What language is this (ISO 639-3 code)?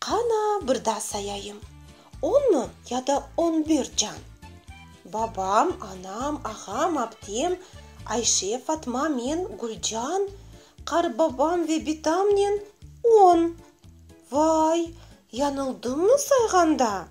crh